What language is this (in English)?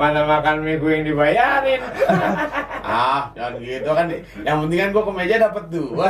Betawi